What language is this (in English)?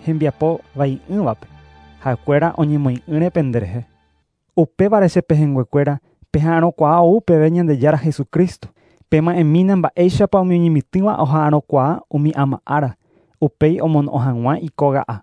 Guarani